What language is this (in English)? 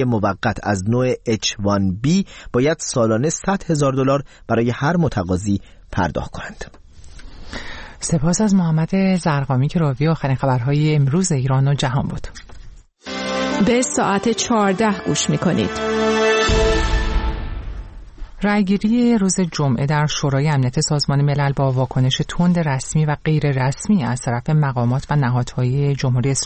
Persian